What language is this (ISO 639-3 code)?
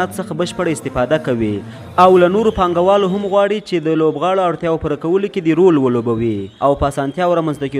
pus